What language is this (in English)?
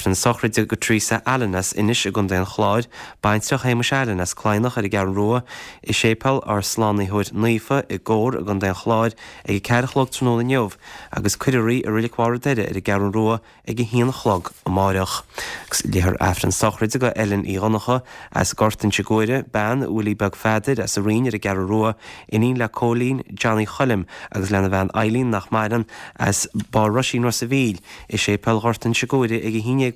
Irish